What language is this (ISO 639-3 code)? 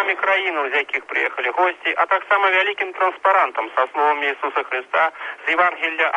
bel